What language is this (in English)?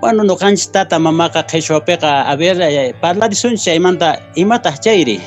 Quechua